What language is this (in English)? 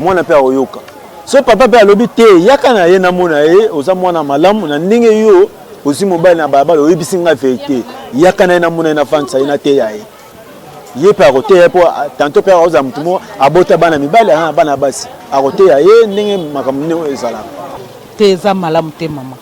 Lingala